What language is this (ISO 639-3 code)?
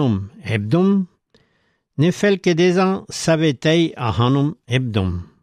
bre